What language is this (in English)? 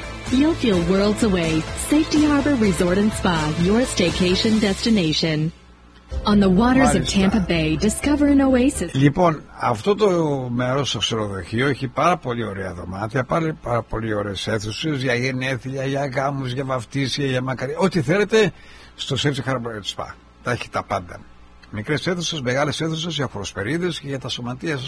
Greek